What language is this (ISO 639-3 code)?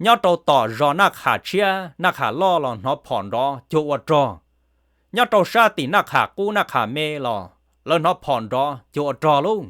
hmn